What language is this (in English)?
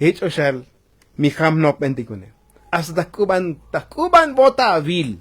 Tzotzil